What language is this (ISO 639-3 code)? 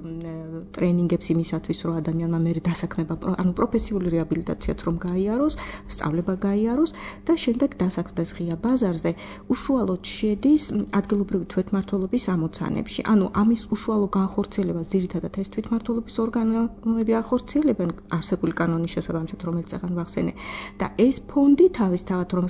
kat